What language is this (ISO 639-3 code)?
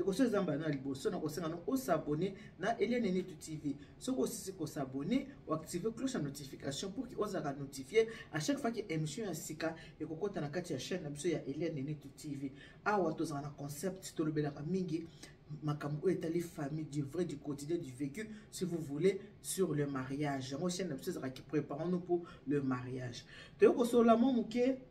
lin